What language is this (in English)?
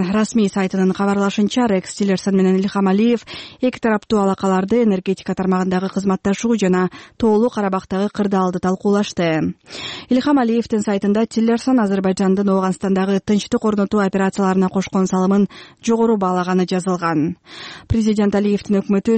Kyrgyz